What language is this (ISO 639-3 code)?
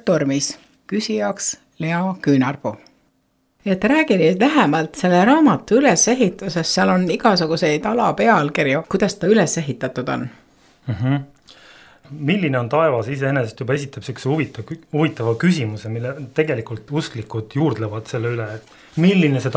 est